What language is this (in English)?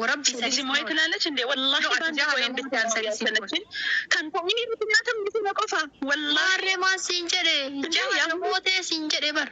Oromo